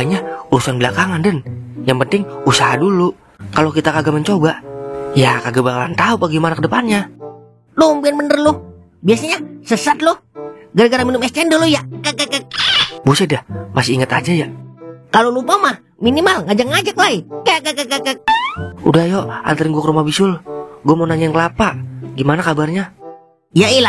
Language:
Betawi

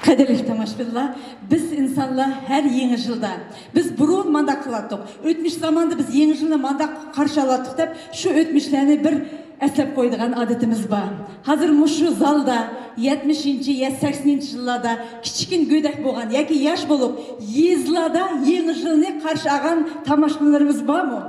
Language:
Uyghur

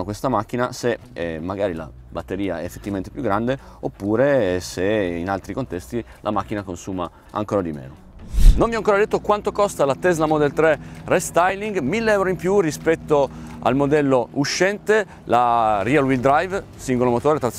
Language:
Italian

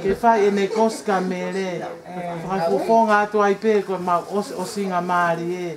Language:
Tongan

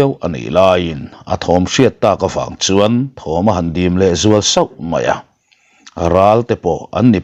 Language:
Mizo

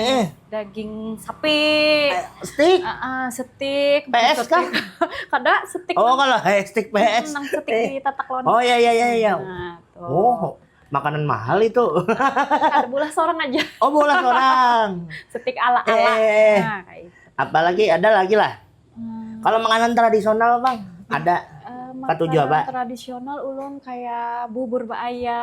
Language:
Banjar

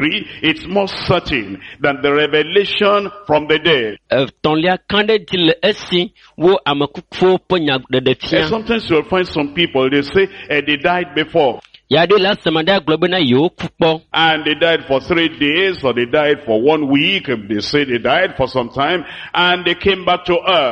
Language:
Ewe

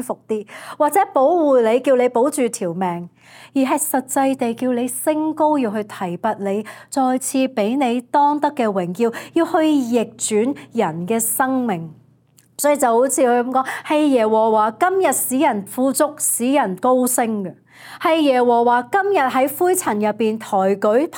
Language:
Cantonese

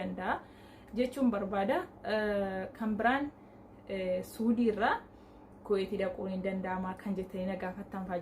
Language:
Oromo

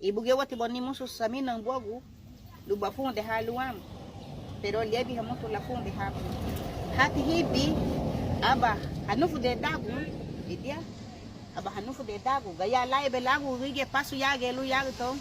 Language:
Garifuna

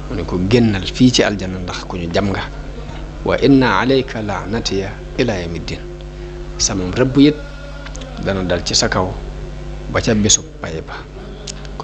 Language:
Wolof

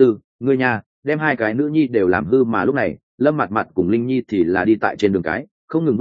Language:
Vietnamese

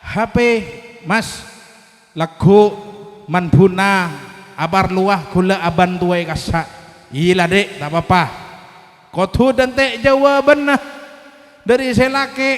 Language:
Madurese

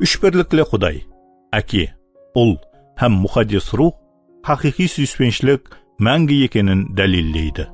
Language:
Kara-Kalpak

